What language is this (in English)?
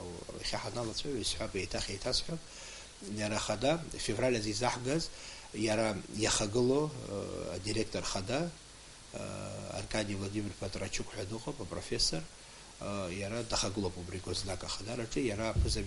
Abkhazian